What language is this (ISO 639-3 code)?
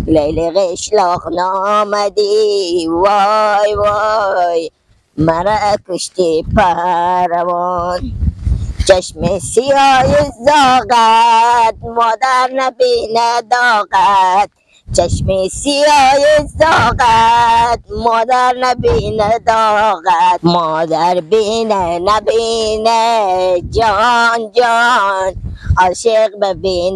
fas